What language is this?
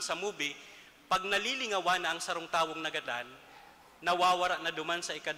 Bikol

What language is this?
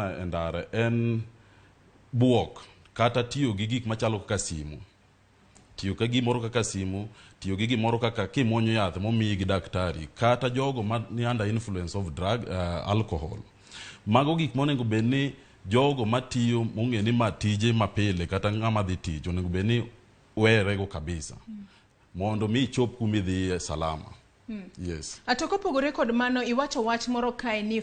Luo (Kenya and Tanzania)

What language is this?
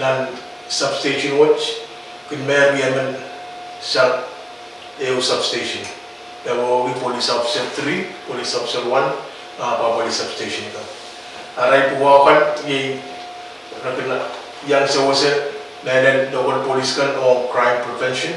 Pohnpeian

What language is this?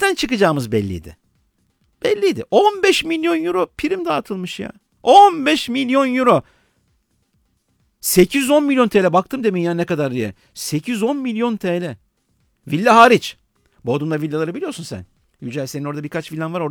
Turkish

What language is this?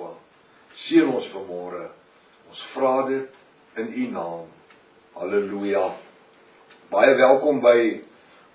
Afrikaans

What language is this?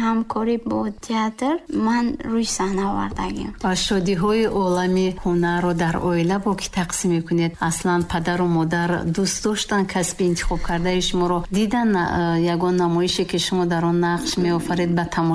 Tajik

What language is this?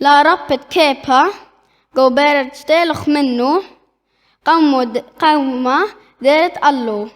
Assyrian Neo-Aramaic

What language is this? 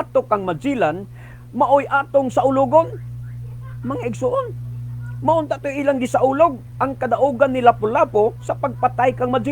Cebuano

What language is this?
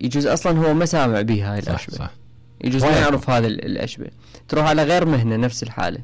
Mesopotamian Arabic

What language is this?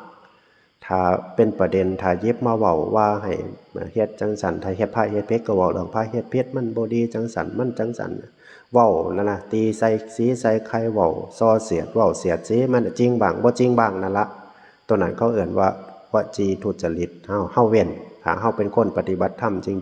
Northeastern Thai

